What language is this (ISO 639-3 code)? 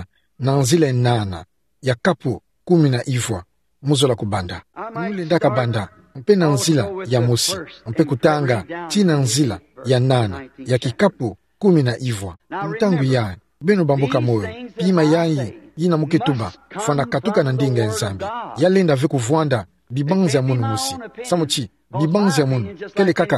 ktu